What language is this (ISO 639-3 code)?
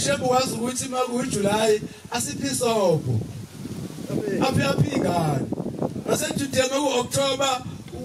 zul